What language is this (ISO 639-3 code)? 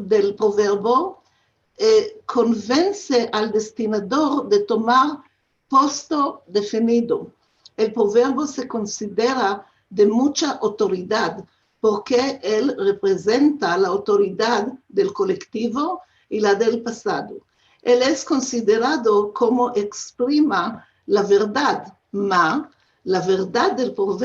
lad